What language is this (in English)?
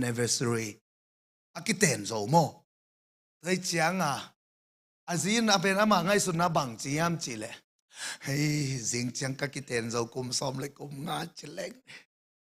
Tedim Chin